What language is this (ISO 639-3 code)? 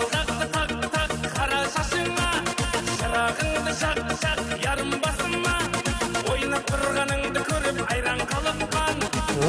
kaa